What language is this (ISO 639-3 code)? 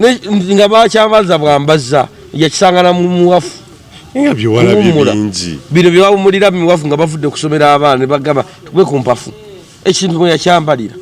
lug